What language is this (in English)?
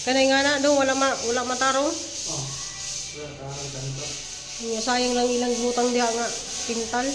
Cebuano